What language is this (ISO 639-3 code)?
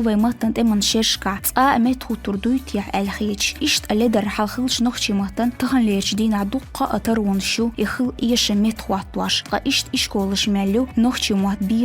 che